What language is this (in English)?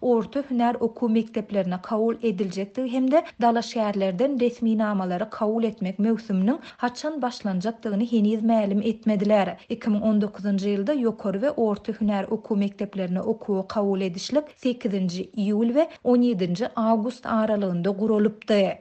Turkmen